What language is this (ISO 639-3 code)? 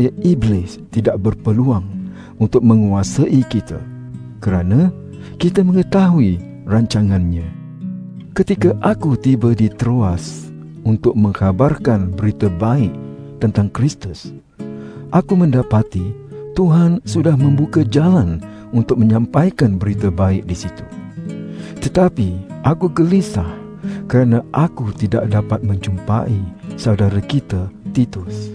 msa